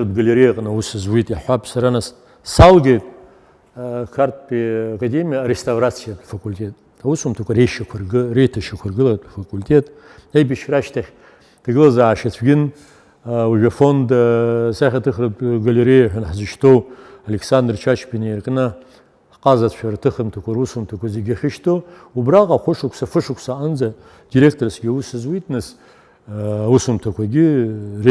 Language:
Abkhazian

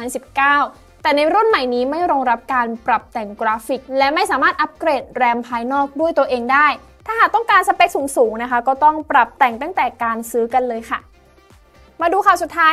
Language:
Thai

